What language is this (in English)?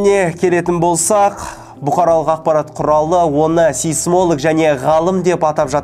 Kazakh